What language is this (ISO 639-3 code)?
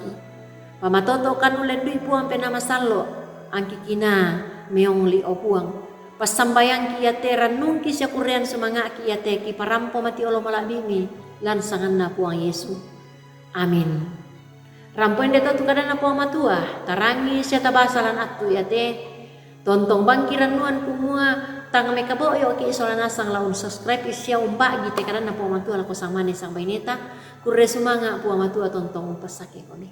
sda